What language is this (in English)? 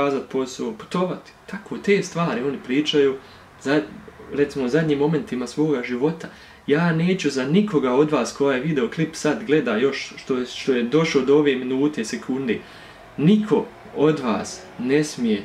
Bosnian